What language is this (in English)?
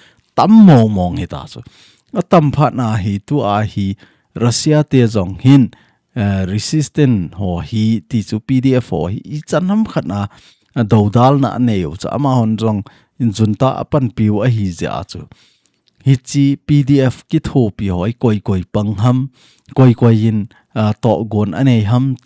Thado Chin